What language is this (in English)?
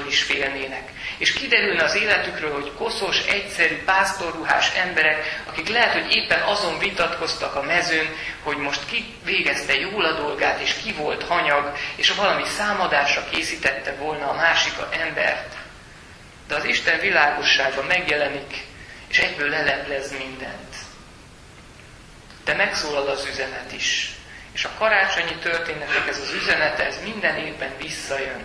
Hungarian